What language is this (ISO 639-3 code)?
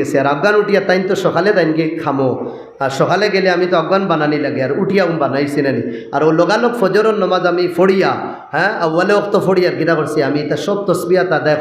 syl